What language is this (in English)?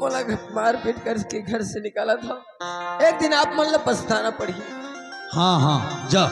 Chhattisgarhi